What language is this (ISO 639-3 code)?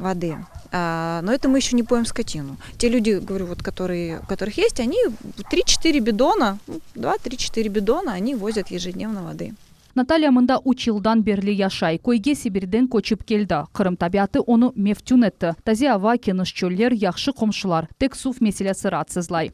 crh